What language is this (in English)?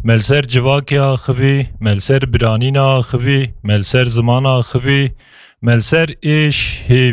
Kurdish